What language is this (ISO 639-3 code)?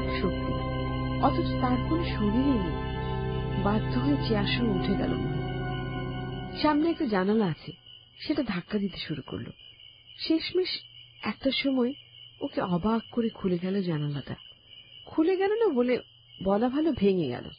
ben